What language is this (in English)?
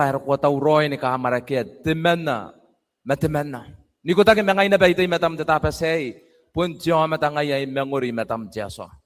Gilbertese